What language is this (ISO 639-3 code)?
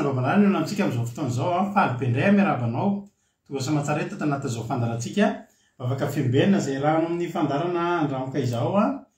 mlg